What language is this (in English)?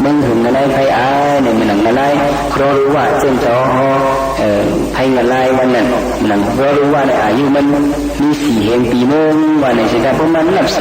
Shan